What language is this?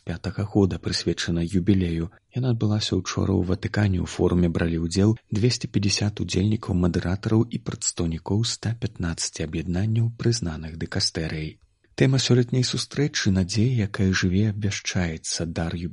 Belarusian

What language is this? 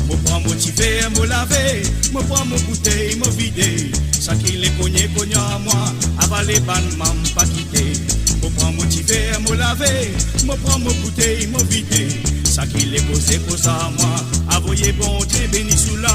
Morisyen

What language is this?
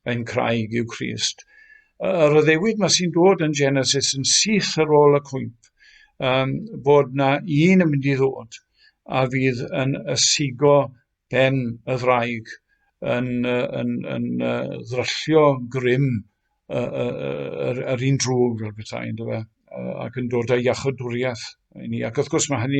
Welsh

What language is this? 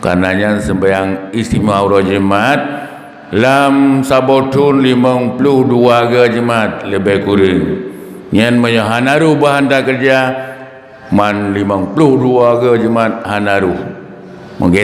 Achinese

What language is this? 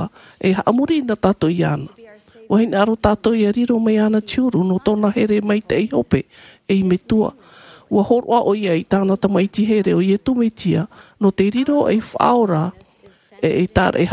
Tahitian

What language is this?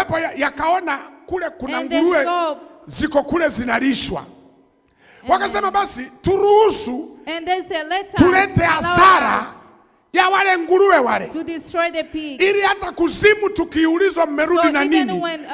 Swahili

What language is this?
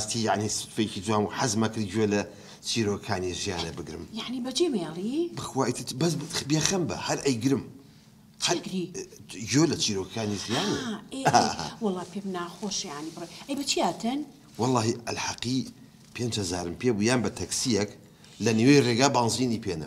Central Kurdish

